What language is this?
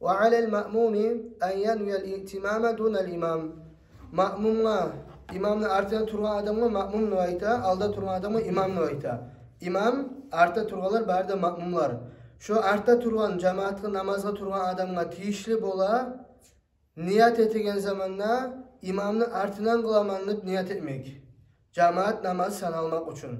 Kumyk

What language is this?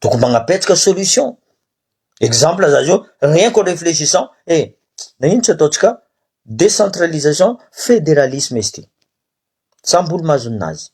Malagasy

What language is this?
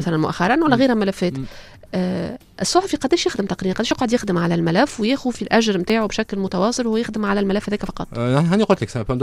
Tunisian Arabic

